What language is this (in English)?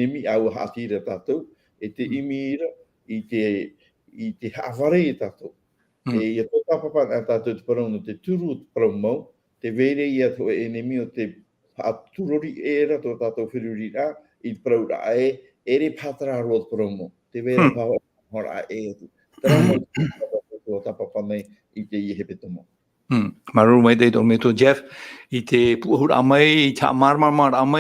Tahitian